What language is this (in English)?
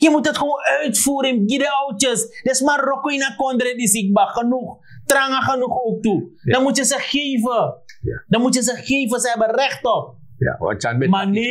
Sranan Tongo